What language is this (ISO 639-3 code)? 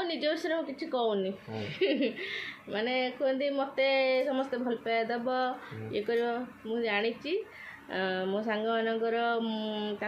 ori